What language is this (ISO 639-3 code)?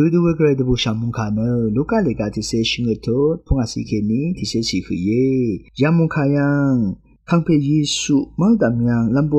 raw